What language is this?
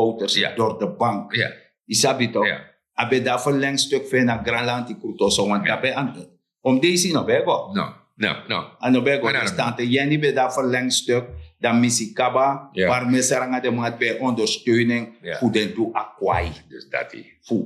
Sranan Tongo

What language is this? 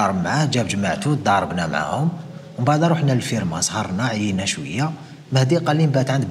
Algerian Arabic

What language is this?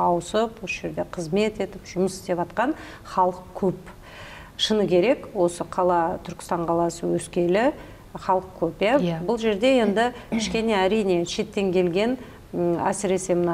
Kazakh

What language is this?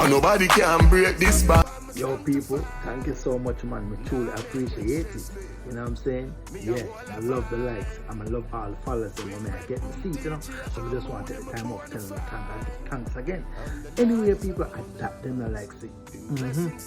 Jamaican Creole English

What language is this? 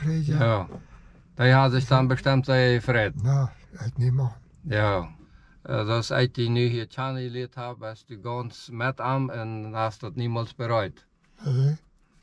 Plautdietsch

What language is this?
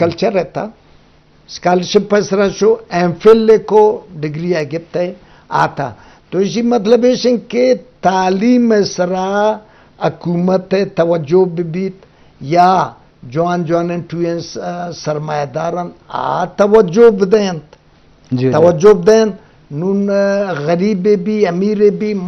Eastern Balochi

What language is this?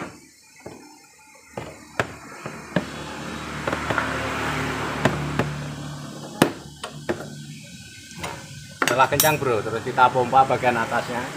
Indonesian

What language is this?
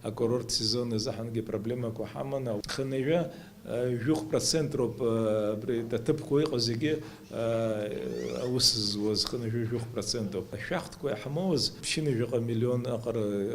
Abkhazian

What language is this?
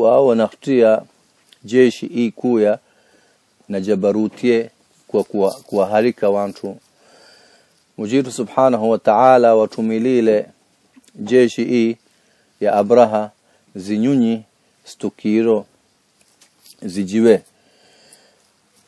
Swahili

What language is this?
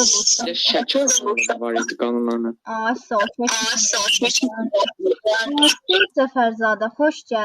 Azerbaijani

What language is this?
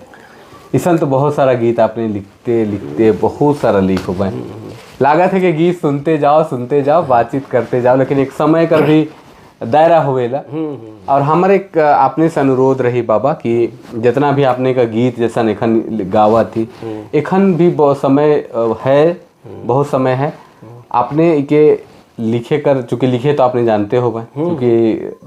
Sadri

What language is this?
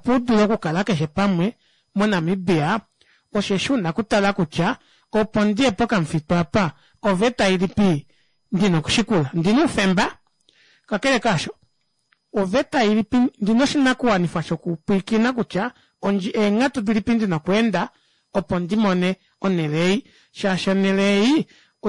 Kuanyama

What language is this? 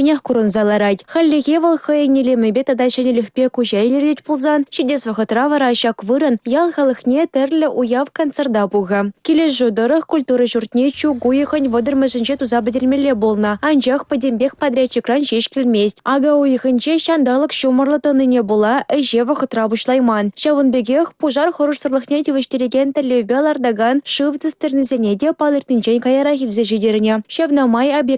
Chuvash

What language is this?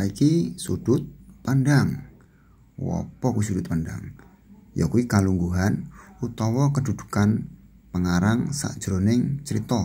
Javanese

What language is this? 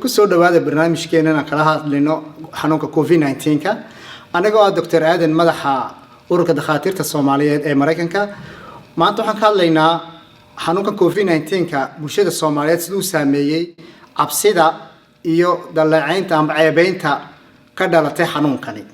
Somali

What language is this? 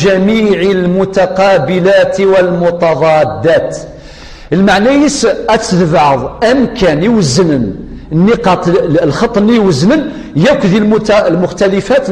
Kabyle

